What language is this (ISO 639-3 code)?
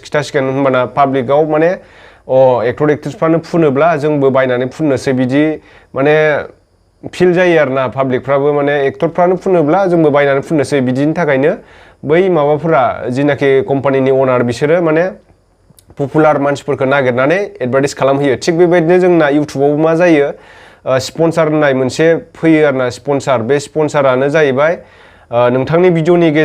brx